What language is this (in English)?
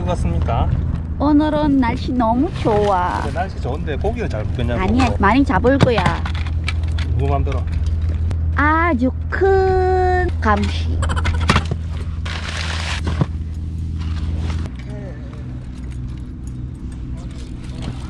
Korean